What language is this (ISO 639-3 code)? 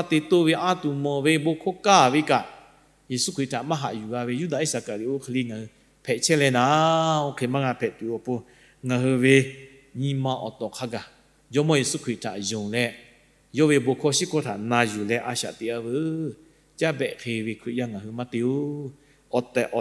lhu